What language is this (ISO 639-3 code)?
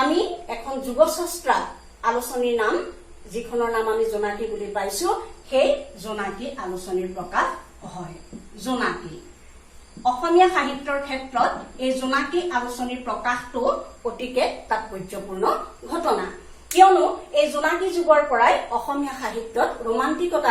asm